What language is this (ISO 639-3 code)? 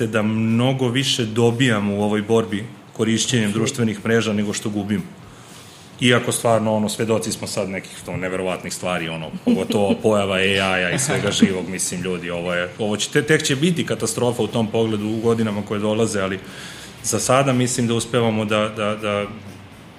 srp